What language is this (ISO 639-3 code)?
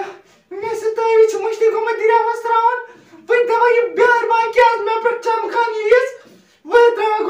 kas